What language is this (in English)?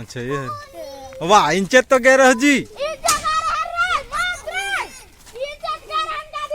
Chhattisgarhi